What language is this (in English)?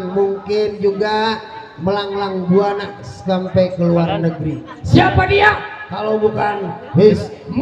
Betawi